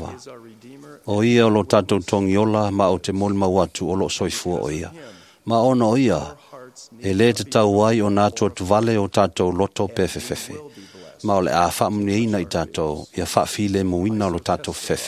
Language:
Samoan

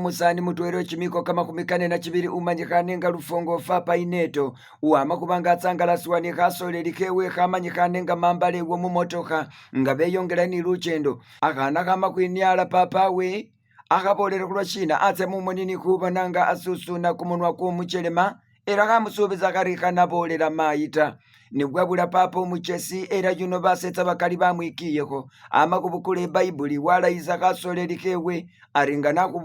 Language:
Masaaba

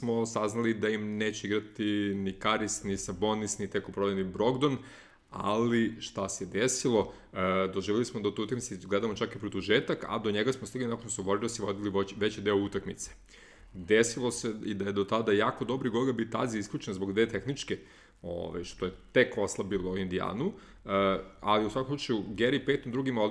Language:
Serbian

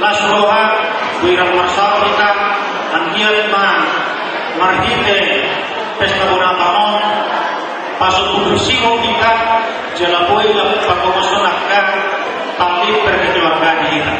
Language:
Batak Toba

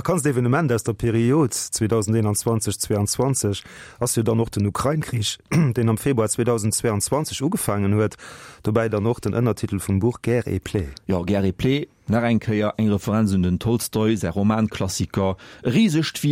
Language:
Luxembourgish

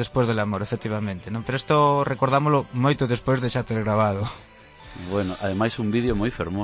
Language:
Galician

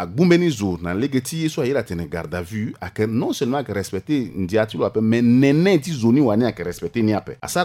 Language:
Sango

